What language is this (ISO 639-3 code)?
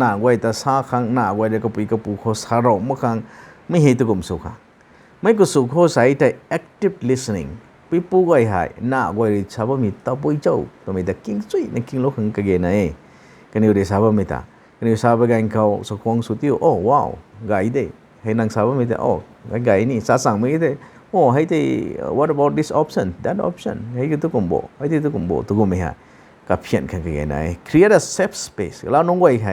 nbu